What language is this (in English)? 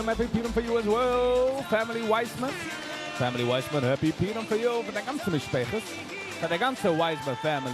Yiddish